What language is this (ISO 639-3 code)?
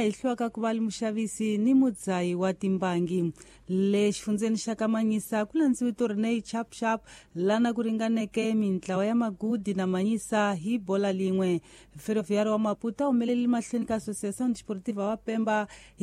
tso